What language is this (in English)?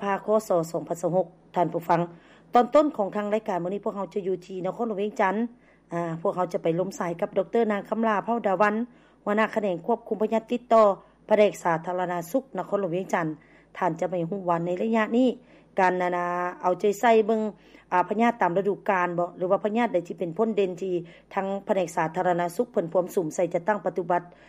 Lao